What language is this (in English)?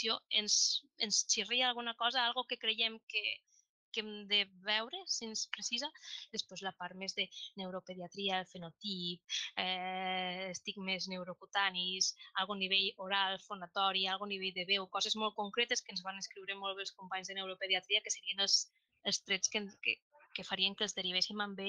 Catalan